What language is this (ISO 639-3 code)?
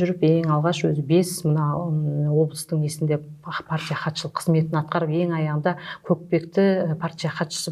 kaz